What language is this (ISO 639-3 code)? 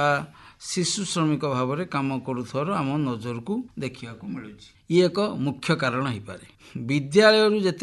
ori